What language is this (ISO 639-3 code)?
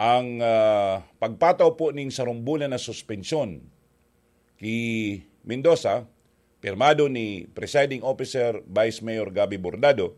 bik